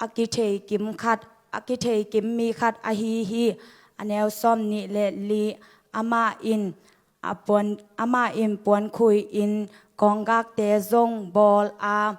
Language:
Tedim Chin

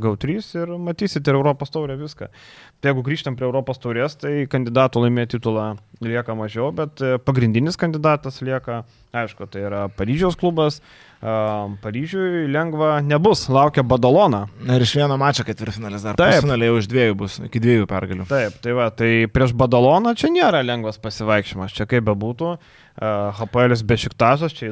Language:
Lithuanian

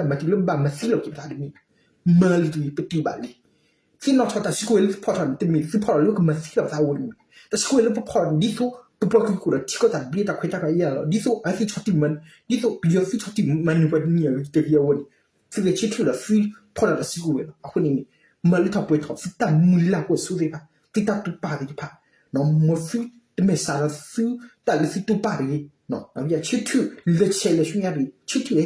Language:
S'gaw Karen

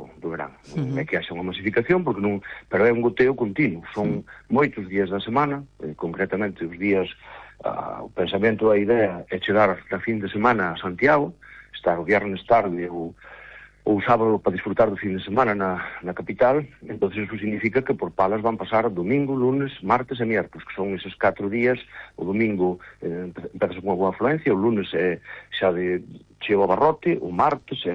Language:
Galician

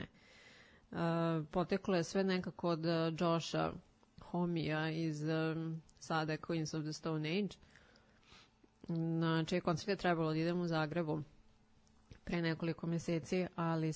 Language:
Serbian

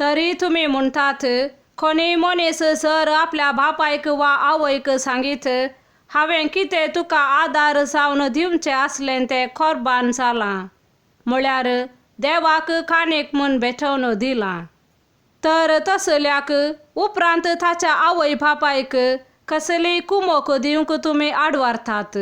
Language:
Konkani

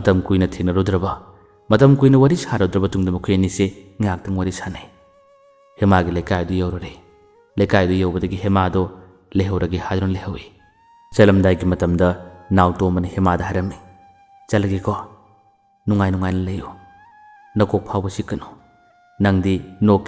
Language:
Manipuri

